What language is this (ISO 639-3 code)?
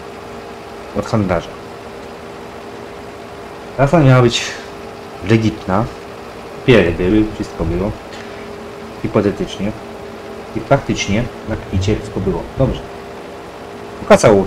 pol